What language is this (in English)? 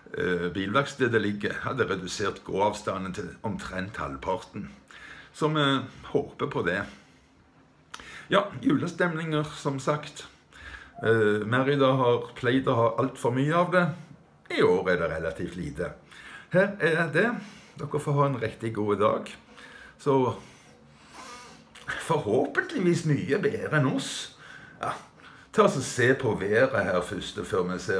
Norwegian